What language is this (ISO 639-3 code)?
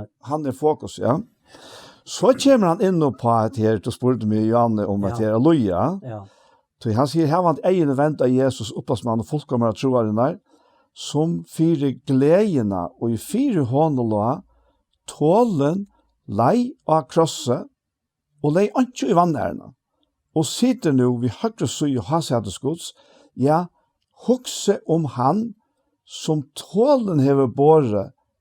fao